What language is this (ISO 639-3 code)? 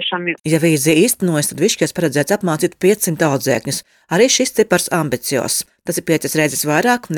lav